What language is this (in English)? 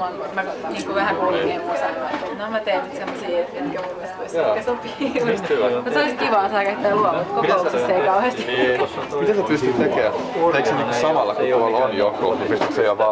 Finnish